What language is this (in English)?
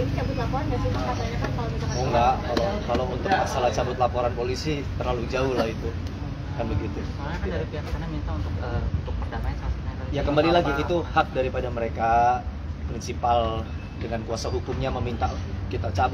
Indonesian